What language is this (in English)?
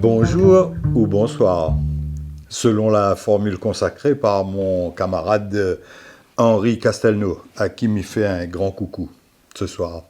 Réunion Creole French